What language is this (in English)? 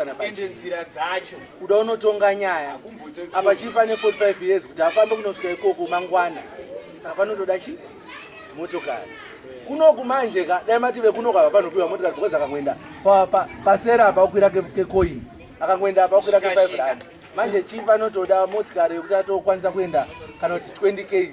Shona